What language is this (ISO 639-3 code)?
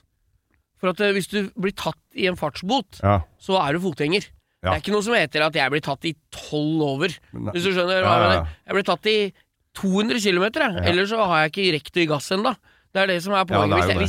nor